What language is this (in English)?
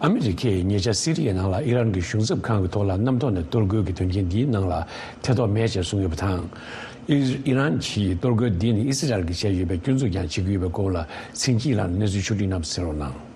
Tibetan